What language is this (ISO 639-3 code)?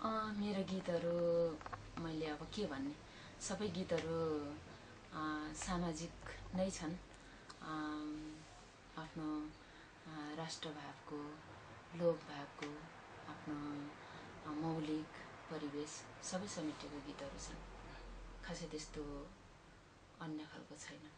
nep